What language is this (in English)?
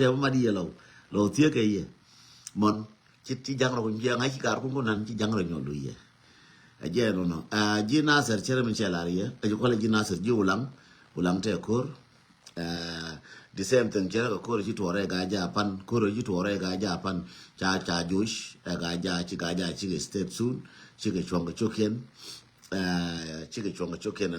Nuer